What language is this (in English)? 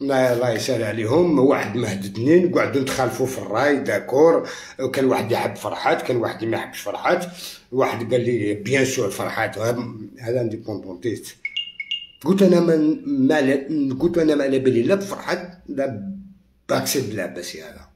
Algerian Arabic